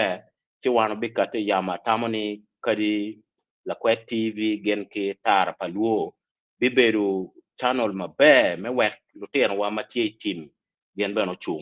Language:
Acoli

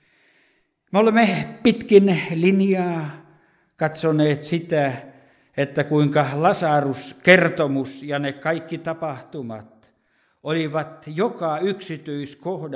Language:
Finnish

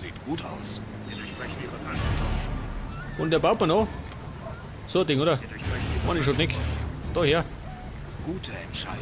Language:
Bavarian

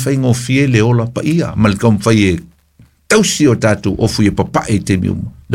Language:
Samoan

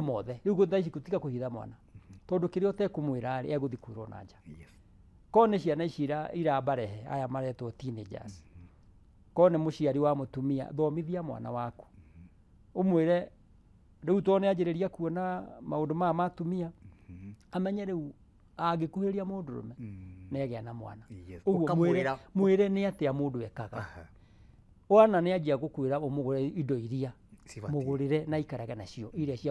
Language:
Kikuyu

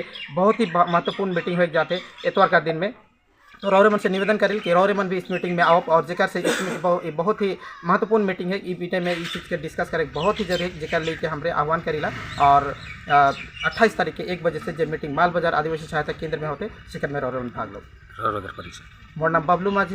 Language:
Sadri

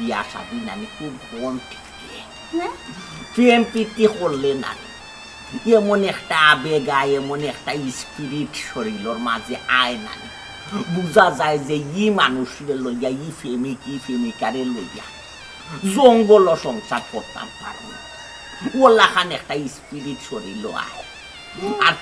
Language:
Sylheti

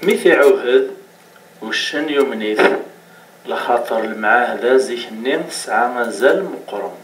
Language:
Kabyle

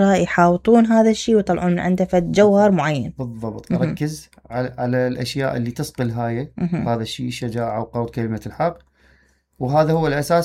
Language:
Mesopotamian Arabic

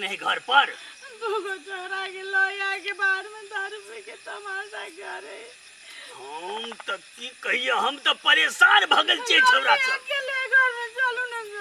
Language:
Maithili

